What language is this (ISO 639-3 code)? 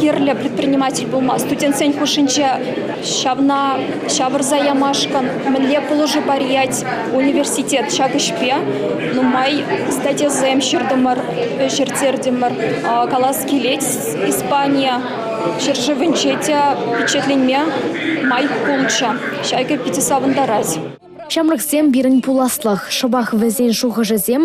chv